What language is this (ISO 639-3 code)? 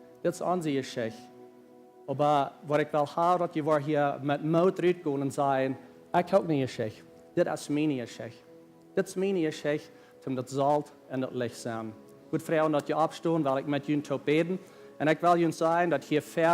pdt